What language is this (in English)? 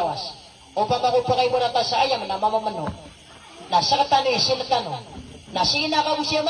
Maranao